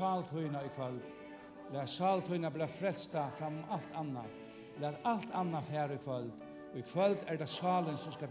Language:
Faroese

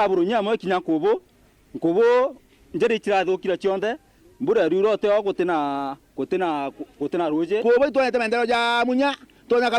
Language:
Meru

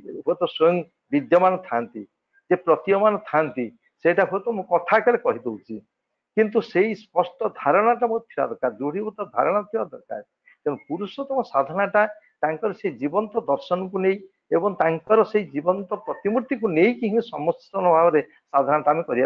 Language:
Odia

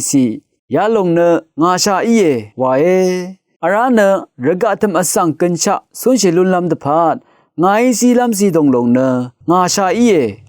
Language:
Rawang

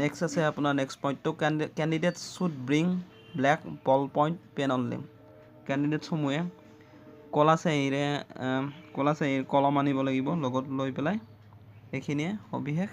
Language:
Assamese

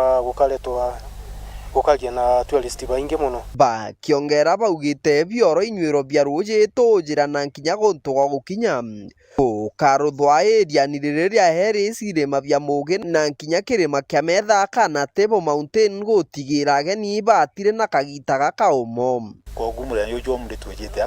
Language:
Meru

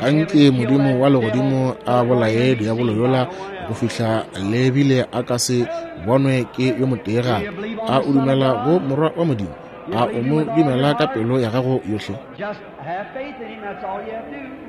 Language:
Northern Sotho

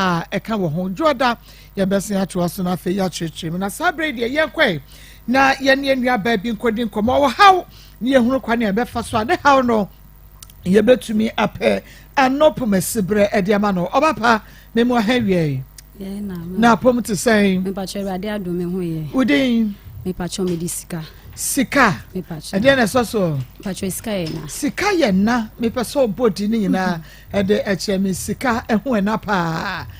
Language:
Akan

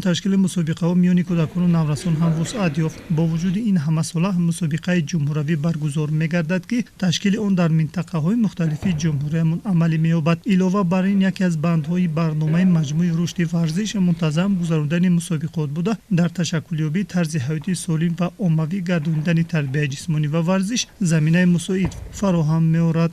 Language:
Tajik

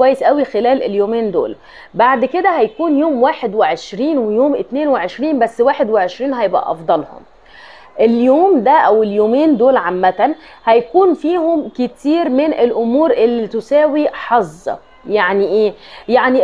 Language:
Egyptian Arabic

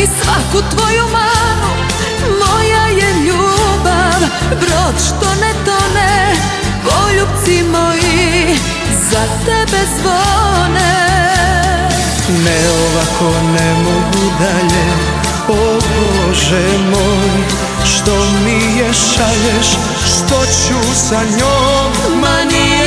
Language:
Serbian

